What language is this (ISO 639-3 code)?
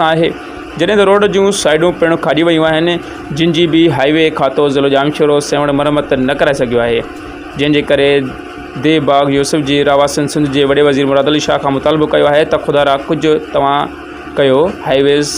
snd